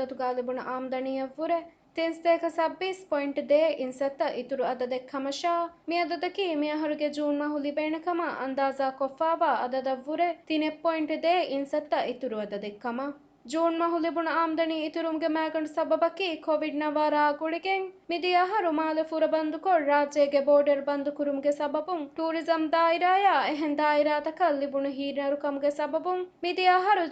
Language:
Divehi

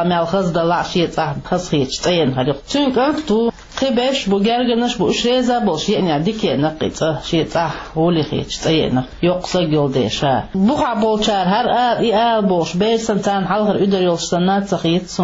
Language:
Chechen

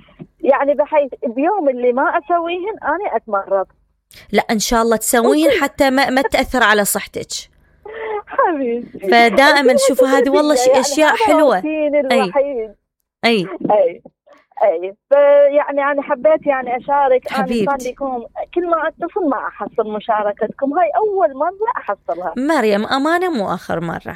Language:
Mesopotamian Arabic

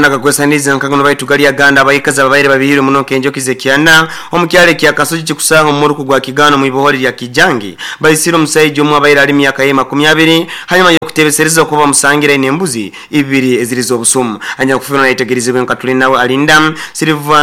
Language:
Nyoro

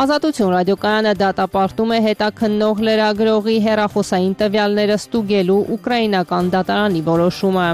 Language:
Armenian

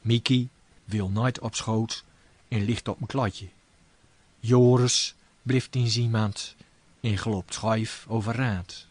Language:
Gronings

